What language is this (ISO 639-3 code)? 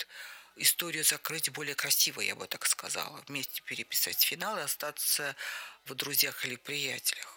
rus